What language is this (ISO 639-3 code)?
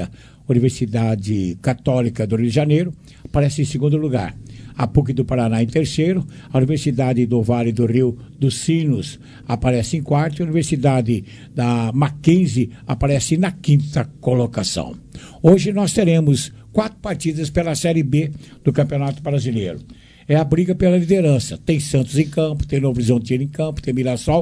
por